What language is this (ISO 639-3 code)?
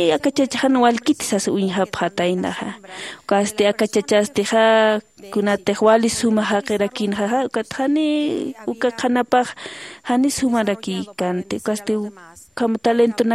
aym